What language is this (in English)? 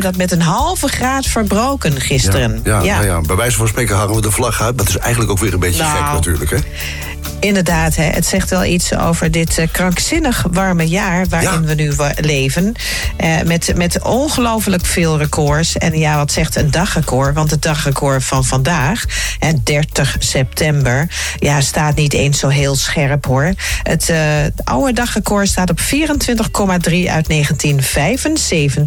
Dutch